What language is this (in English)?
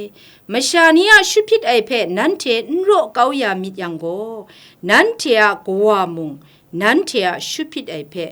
Kachin